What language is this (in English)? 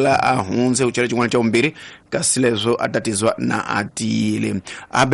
Tsonga